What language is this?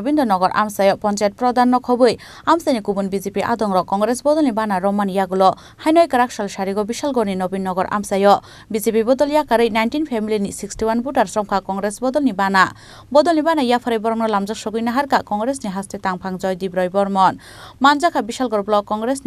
Kok Borok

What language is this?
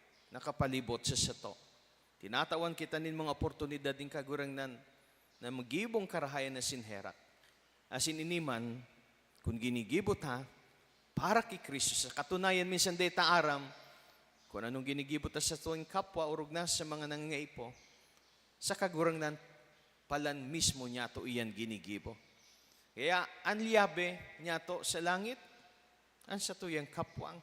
Bikol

